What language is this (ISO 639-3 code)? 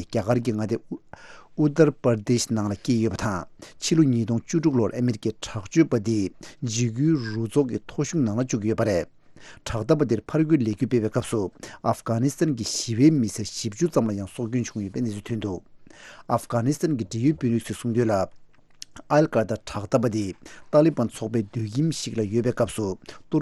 bod